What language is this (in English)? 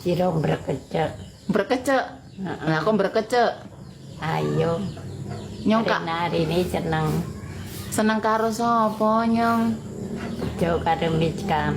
Javanese